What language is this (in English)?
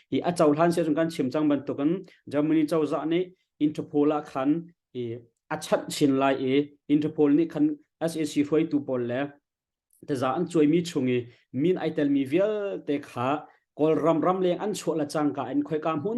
Hakha Chin